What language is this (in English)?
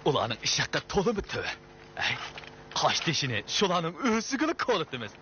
Uyghur